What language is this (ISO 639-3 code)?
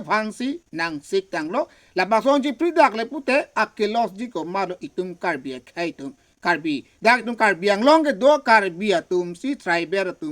mjw